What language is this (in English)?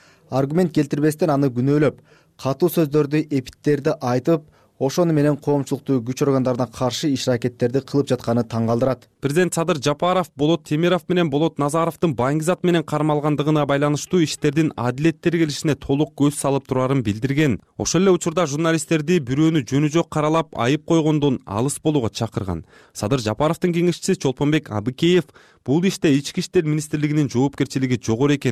Kyrgyz